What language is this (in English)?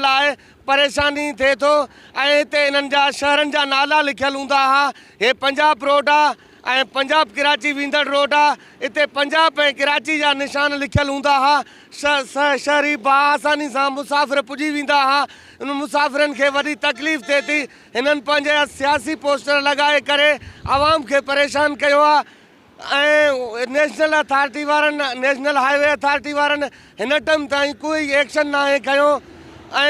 Sindhi